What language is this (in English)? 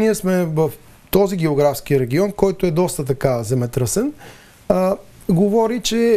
Bulgarian